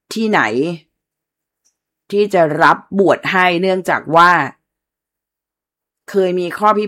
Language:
Thai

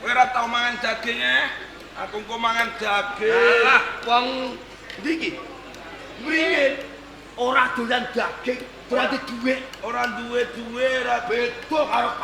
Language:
Javanese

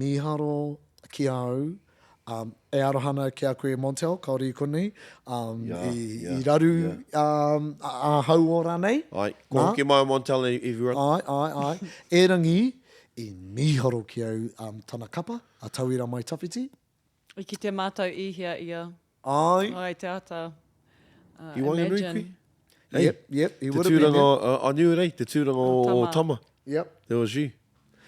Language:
Māori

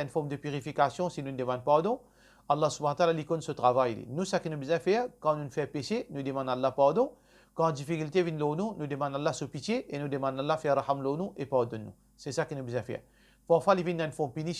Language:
Morisyen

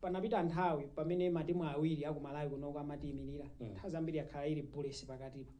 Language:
Nyanja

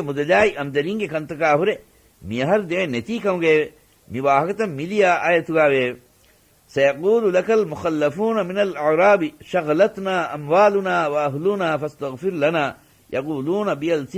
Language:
Divehi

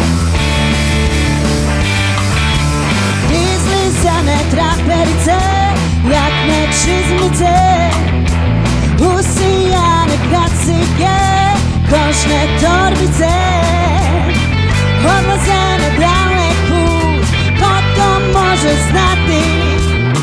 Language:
Serbian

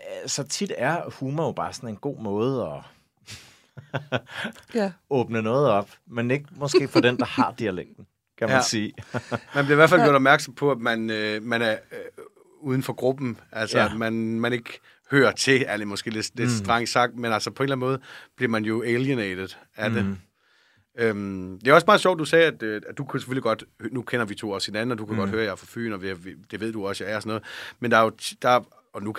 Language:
Danish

